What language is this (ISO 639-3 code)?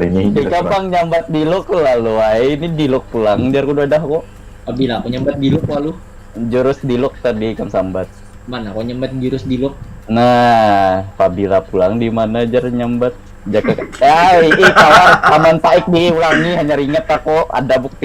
bjn